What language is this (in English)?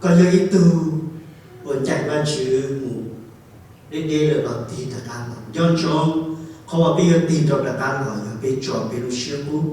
Hmong